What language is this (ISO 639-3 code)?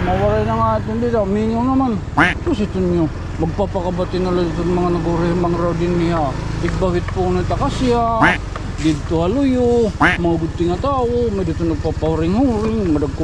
war